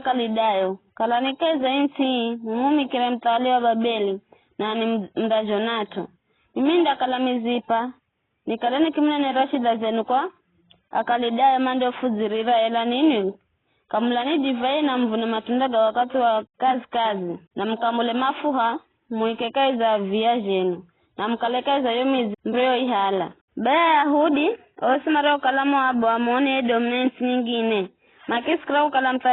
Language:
Giryama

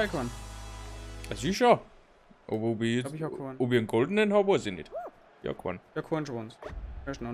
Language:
Bavarian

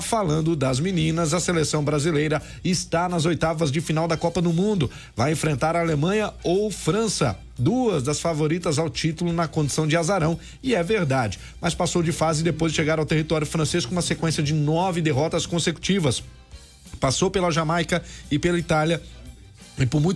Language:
Portuguese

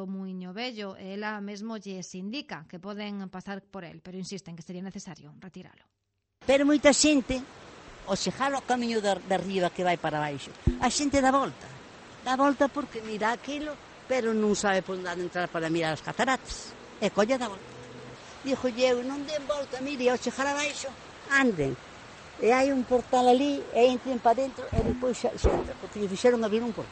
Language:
Galician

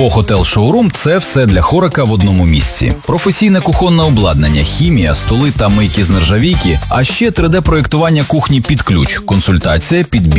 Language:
Ukrainian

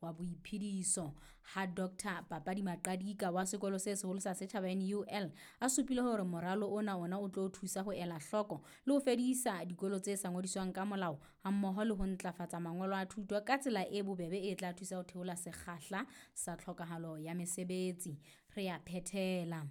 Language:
Southern Sotho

